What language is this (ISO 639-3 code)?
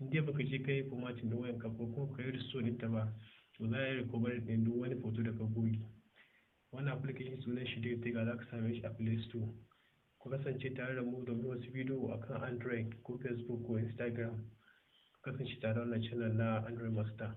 hau